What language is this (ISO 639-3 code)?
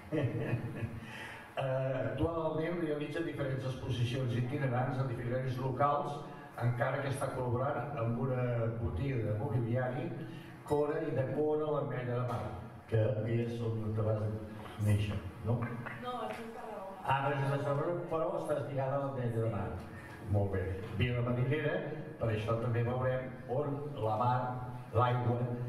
cat